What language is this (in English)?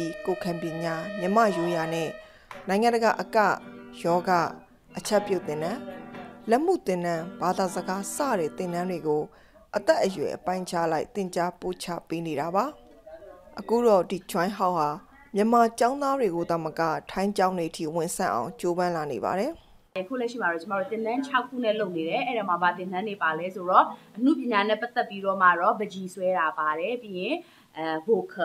Burmese